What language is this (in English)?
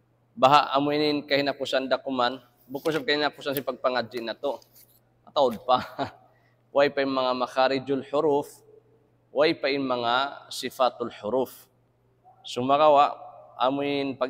Tausug